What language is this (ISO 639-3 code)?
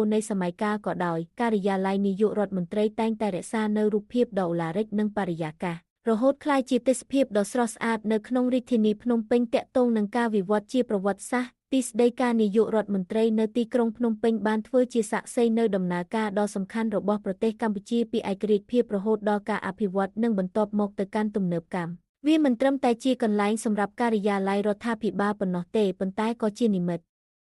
khm